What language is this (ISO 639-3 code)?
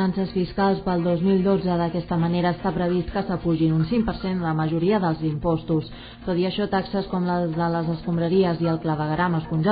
cat